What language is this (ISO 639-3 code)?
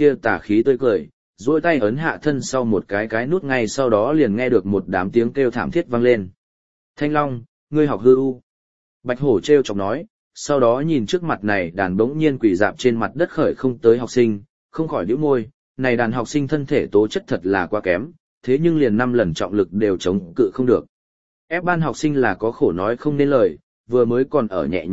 vie